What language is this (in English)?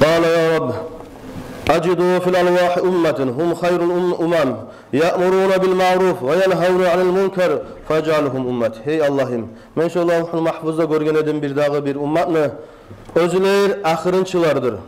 Kumyk